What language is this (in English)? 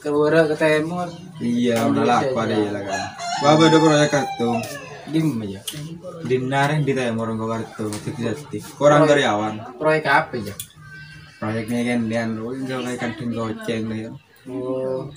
Madurese